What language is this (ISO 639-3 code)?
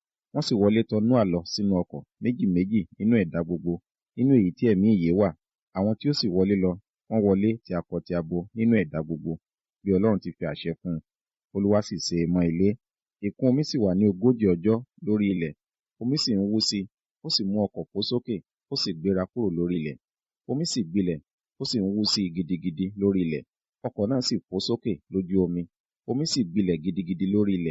yor